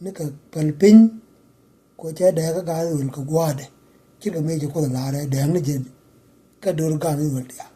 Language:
Nuer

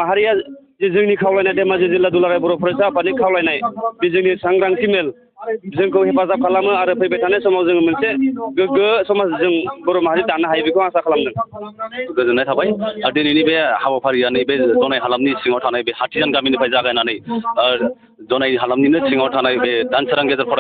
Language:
Bodo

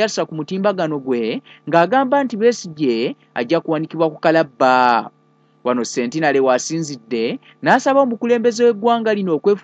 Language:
Ganda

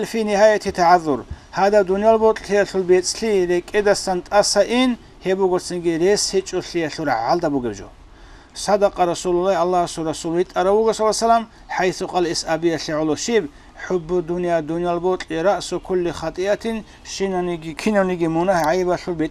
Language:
Avaric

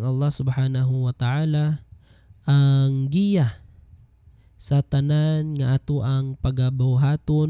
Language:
Cebuano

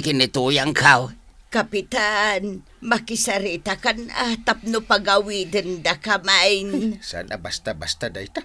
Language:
Iloko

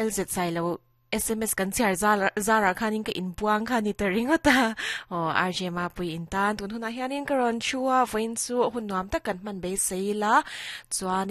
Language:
Mizo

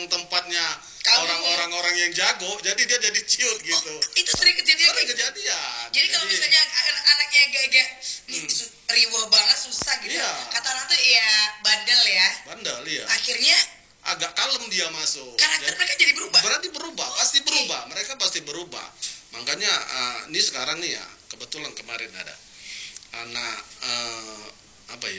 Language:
Indonesian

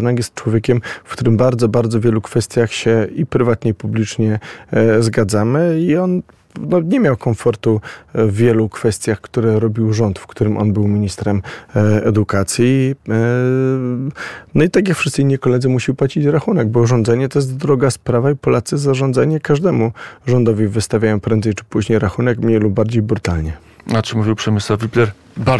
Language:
Polish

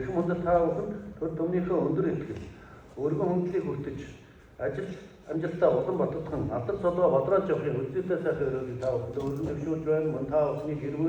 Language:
Mongolian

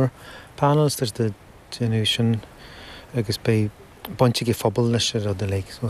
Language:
Irish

